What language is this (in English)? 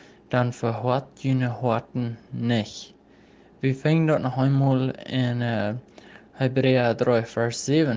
Plautdietsch